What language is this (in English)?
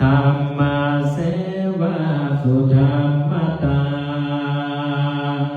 Pali